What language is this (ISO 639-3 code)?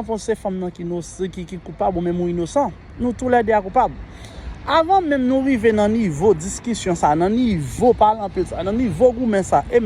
hat